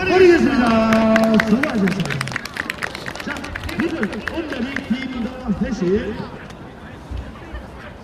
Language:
Korean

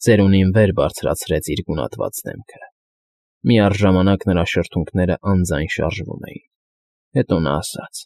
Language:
Armenian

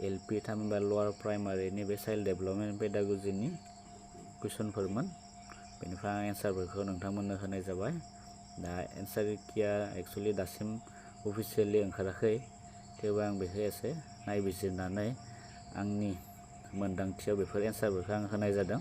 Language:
Bodo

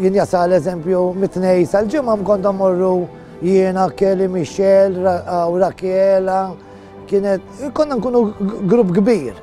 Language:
Maltese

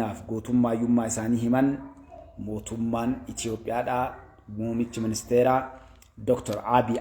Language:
Oromo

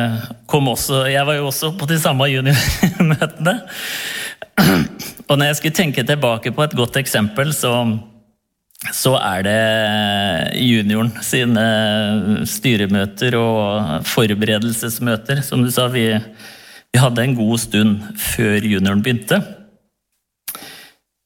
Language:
Norwegian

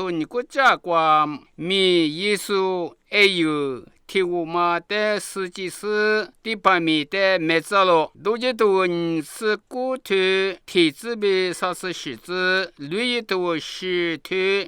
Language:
Lisu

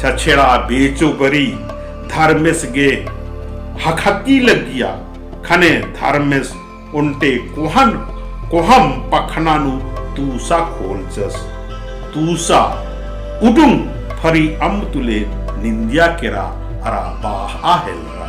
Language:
Kurukh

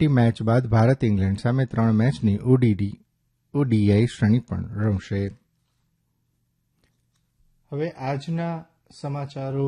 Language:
Gujarati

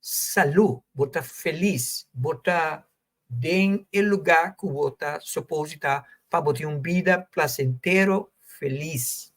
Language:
Papiamento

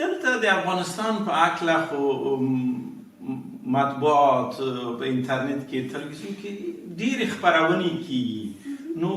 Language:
Pashto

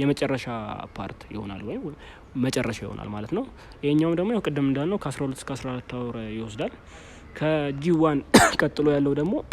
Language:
Amharic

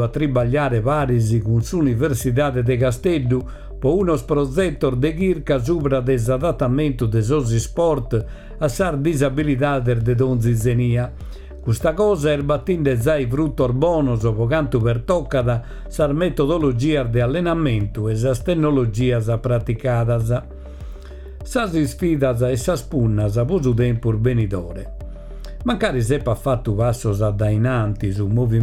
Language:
Sardinian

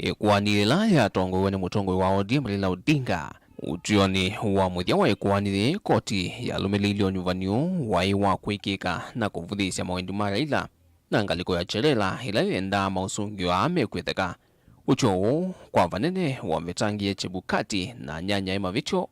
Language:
Kamba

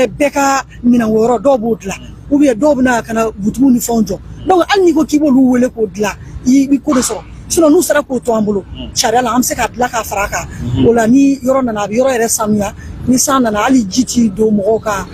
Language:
Bambara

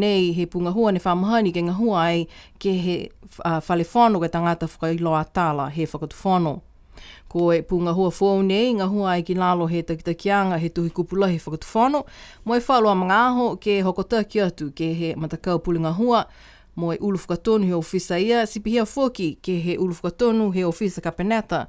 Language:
Niuean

